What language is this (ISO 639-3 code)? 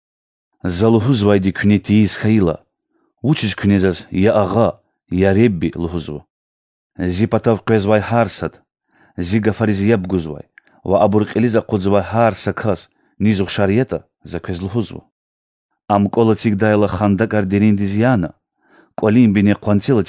lez